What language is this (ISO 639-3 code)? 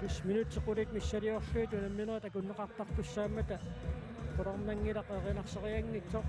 kal